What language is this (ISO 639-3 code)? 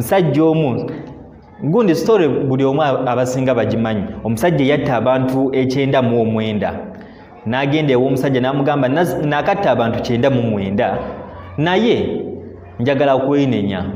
lug